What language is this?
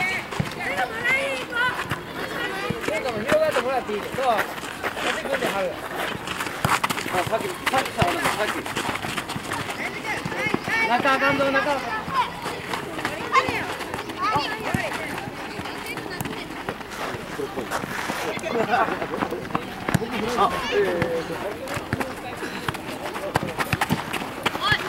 Japanese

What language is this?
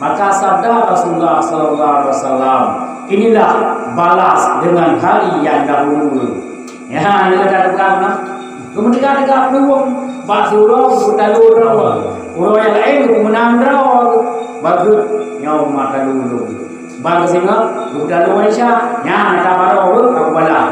Achinese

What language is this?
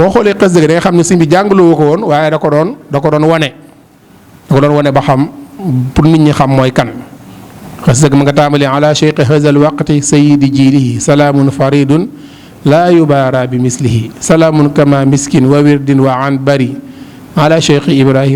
Wolof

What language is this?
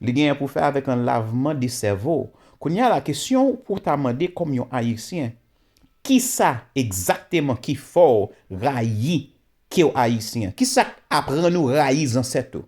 Haitian Creole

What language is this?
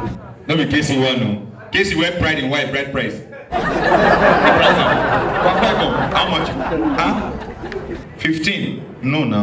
Nigerian Pidgin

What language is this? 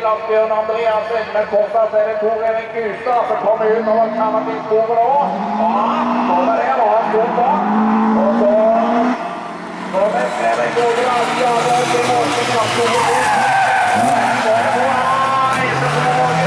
Norwegian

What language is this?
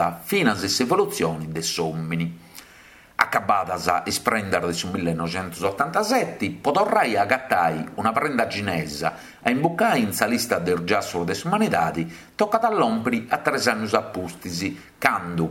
Sardinian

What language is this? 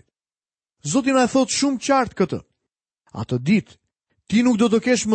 Albanian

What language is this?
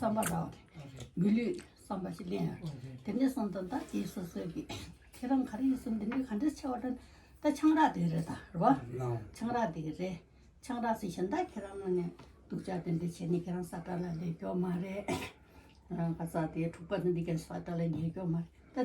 Tibetan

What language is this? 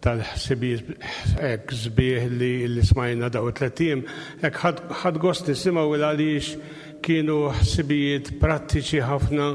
Maltese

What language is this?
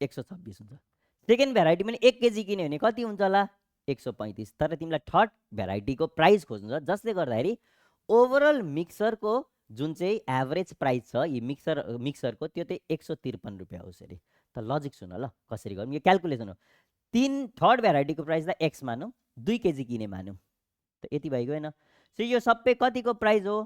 Nepali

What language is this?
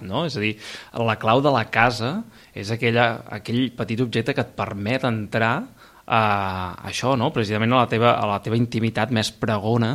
Catalan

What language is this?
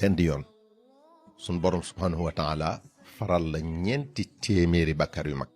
Wolof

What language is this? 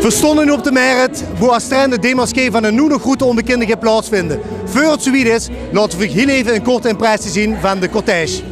Limburgish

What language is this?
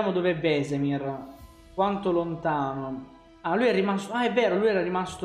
Italian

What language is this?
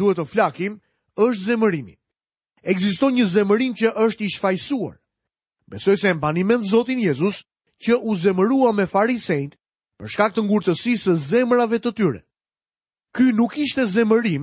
Albanian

